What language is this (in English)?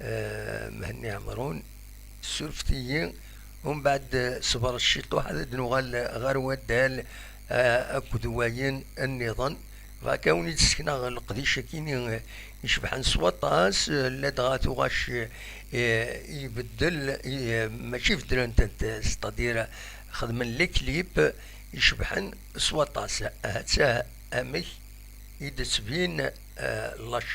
Kabyle